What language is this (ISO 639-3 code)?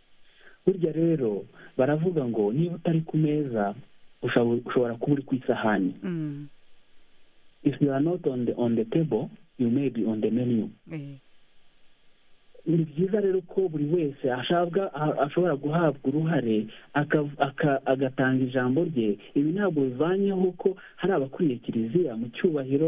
kin